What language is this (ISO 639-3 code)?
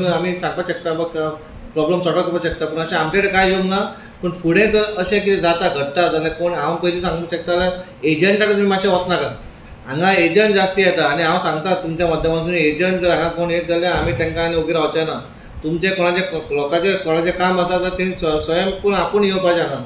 kok